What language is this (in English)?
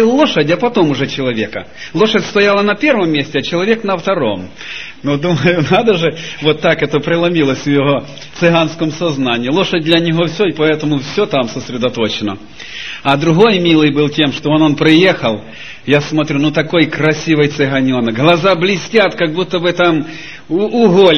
Russian